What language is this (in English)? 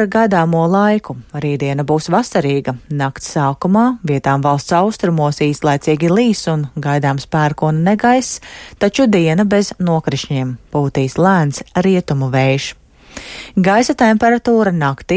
Latvian